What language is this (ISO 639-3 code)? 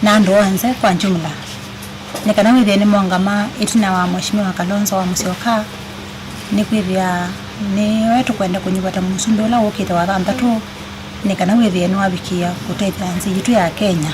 kam